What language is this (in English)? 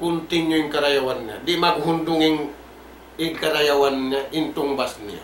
Tausug